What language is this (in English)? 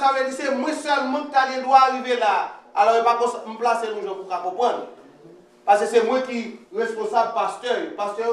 Haitian Creole